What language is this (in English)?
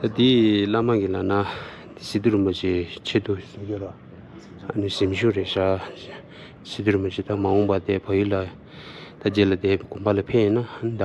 Tibetan